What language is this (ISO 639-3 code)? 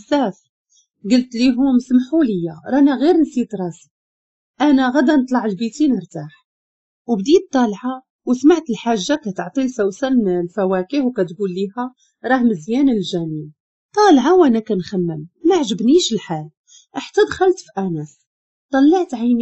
ary